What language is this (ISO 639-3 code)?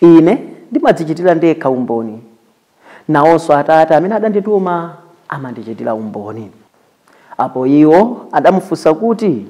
nya